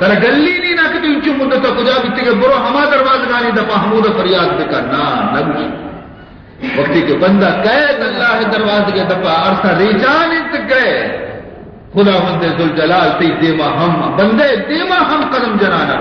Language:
Baluchi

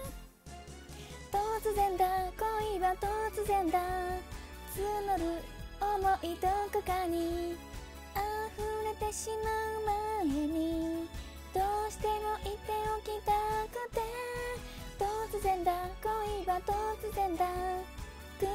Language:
Japanese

